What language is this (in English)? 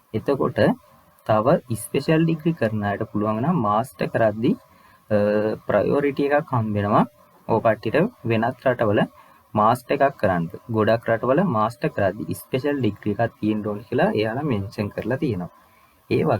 Sinhala